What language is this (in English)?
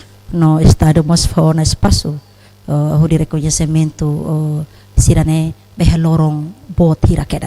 Tetum